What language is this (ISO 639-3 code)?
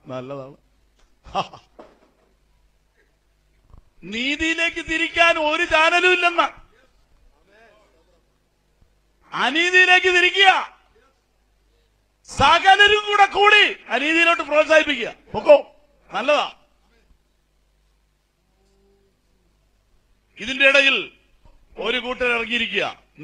mal